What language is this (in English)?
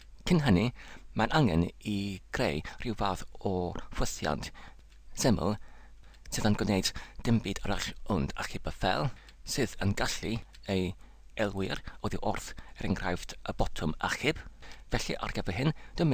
Welsh